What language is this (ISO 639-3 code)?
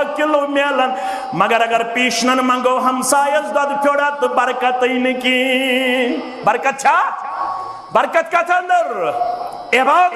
kas